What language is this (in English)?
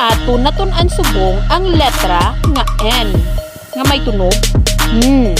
Hiligaynon